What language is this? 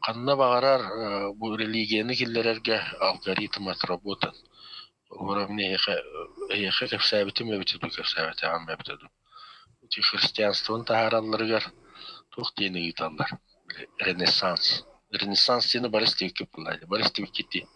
Yakut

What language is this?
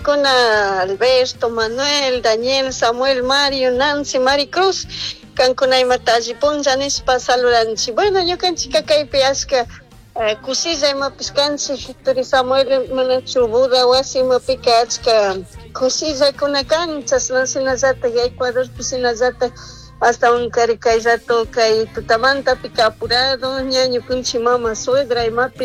Chimborazo Highland Quichua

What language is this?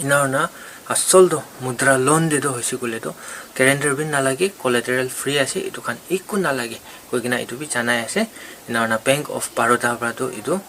Naga Pidgin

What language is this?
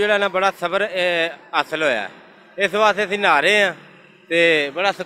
Western Panjabi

